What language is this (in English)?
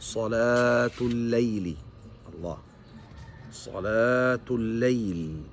Tausug